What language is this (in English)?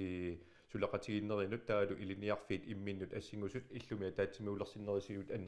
Kalaallisut